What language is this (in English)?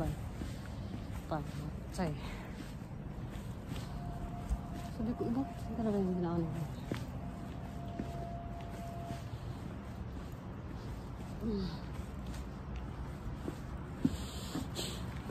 Filipino